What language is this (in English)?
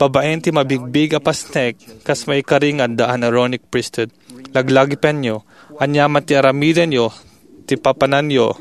Iloko